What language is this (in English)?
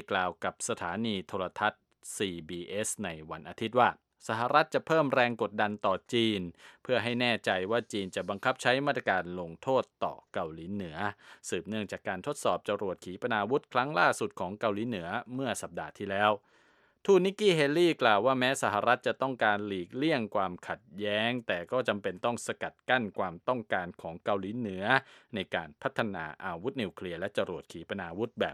Thai